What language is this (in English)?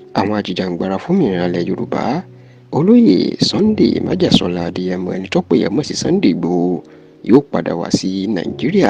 Yoruba